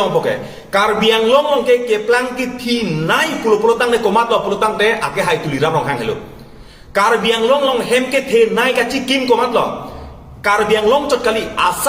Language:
Karbi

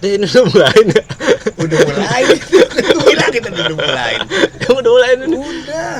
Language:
Betawi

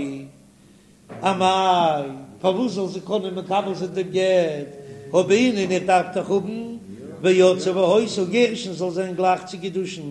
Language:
Yiddish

